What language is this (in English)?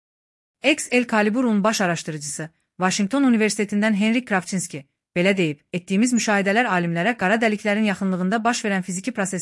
Azerbaijani